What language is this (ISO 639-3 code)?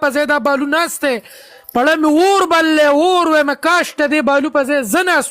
pus